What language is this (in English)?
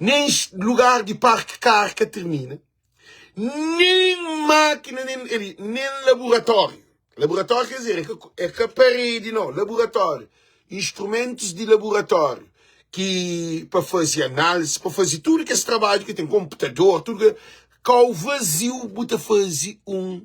Kabuverdianu